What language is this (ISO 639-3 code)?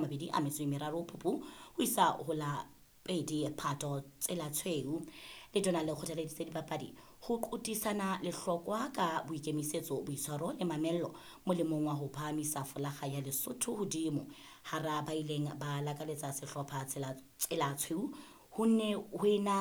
sot